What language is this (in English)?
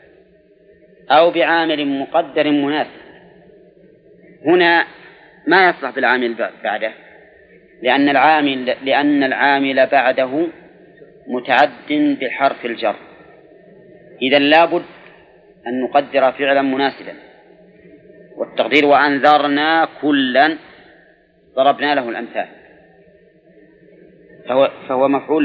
Arabic